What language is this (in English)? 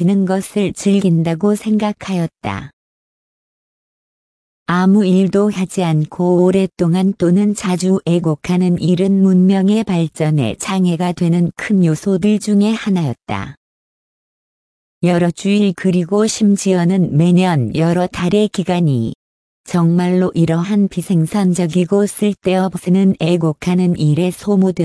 Korean